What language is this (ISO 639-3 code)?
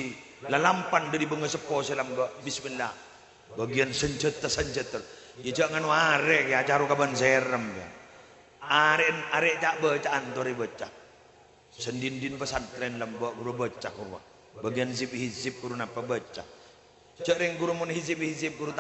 mad